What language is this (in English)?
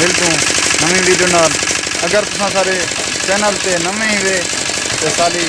Saraiki